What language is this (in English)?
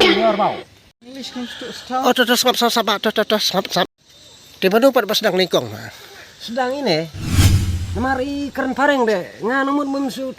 Khasi